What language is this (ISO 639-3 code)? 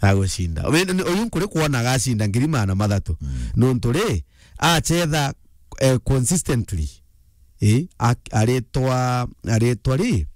mer